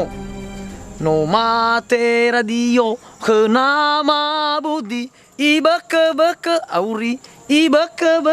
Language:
Nias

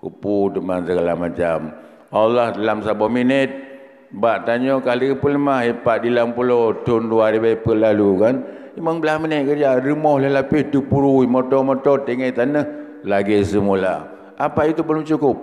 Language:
Achinese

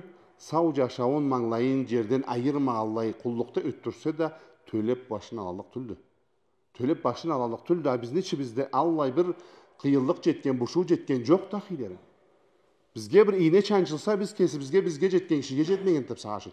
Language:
Karachay-Balkar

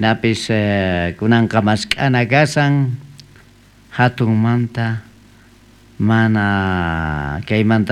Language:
South Bolivian Quechua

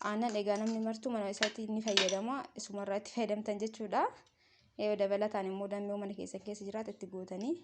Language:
Oromo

